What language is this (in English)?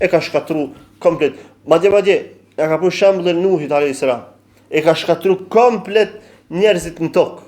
Albanian